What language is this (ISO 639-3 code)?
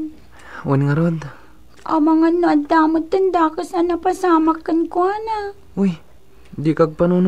ilo